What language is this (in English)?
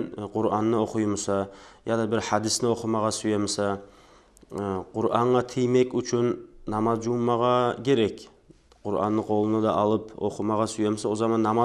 Kumyk